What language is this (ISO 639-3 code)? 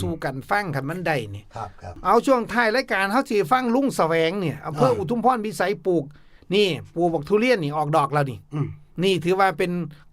tts